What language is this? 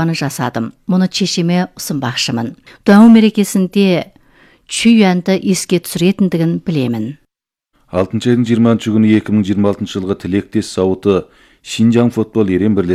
Kazakh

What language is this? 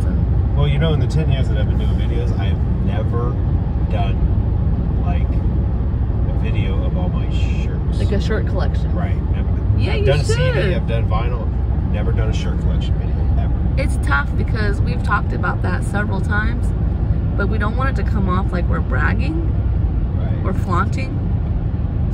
English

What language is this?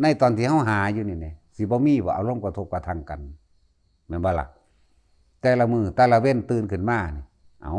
Northeastern Thai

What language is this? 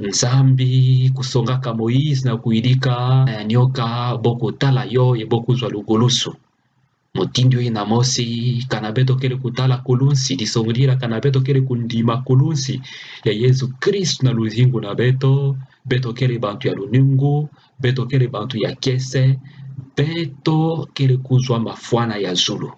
Kituba (Democratic Republic of Congo)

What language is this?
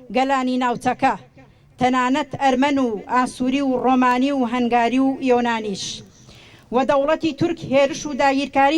Central Kurdish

